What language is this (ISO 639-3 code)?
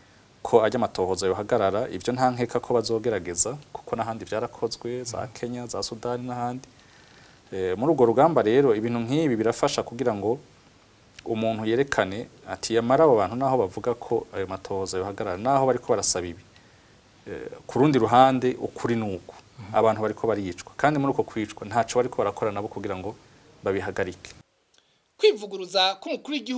run